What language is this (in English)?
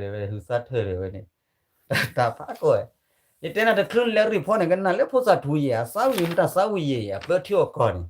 S'gaw Karen